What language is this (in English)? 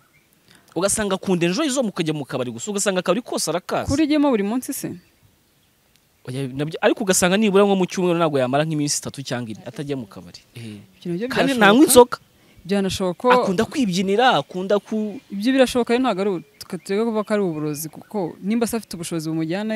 Kinyarwanda